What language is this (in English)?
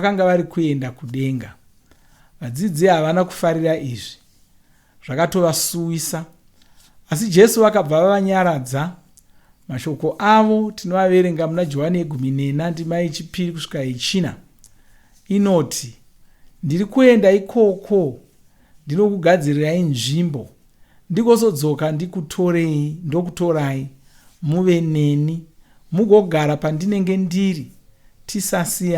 Shona